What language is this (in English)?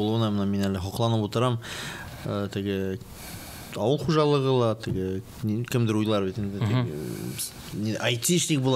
Bashkir